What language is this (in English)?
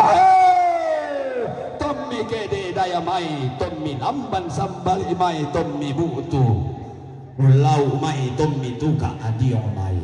Toraja-Sa'dan